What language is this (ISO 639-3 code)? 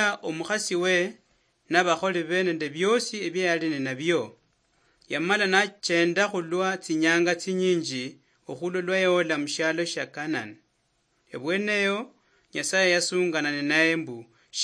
luy